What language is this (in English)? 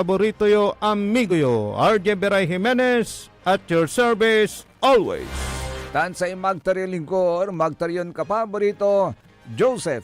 Pangasinan